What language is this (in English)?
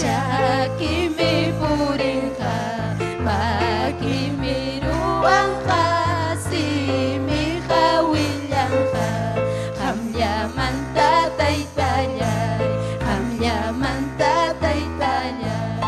Ayacucho Quechua